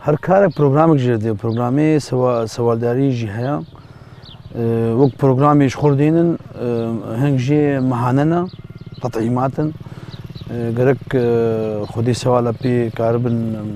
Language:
Kurdish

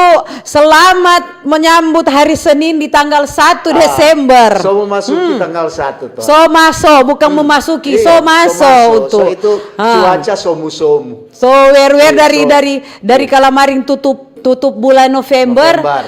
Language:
Manado Malay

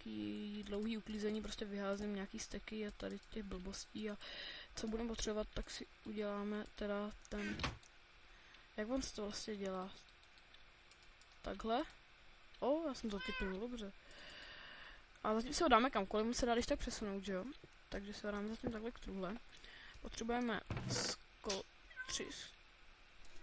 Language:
Czech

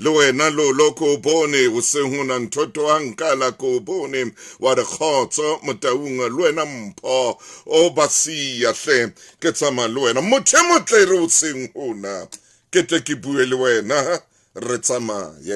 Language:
Southern Sotho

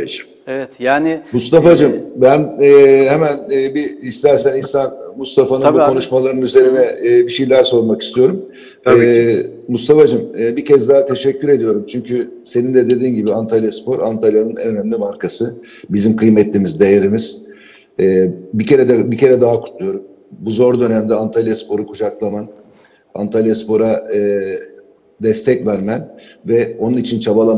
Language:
Turkish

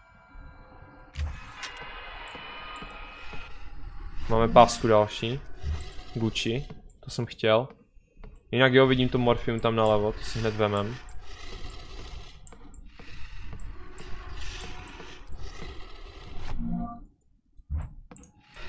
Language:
Czech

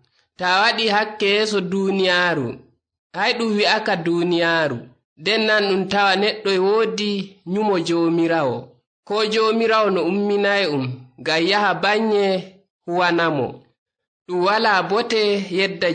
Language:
Nigerian Fulfulde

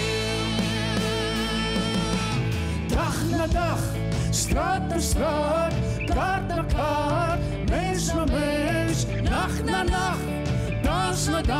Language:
Afrikaans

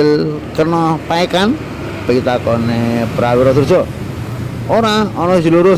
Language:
Javanese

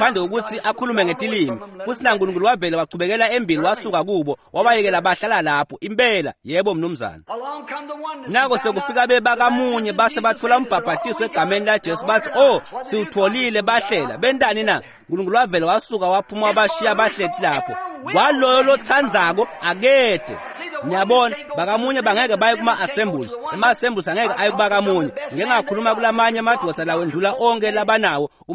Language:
Swati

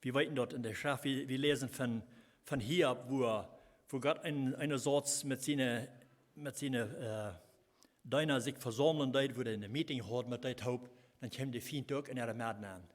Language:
Plautdietsch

